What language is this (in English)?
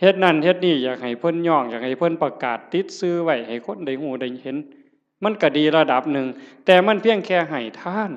Northeastern Thai